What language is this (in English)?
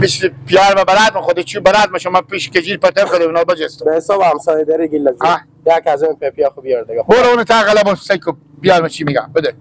Hazaragi